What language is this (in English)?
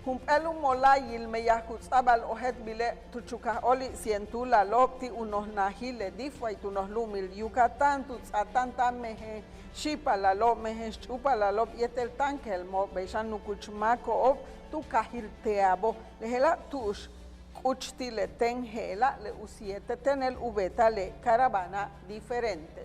Yucateco